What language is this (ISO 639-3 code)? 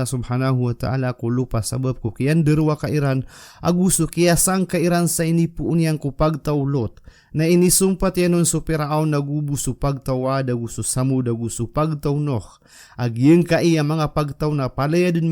mrw